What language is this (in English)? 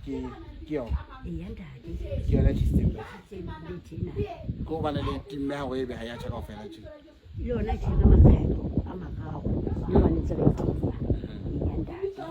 Southern Sotho